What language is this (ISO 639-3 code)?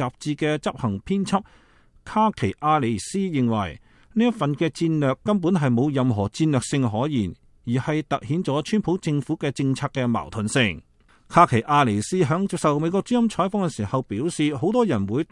yue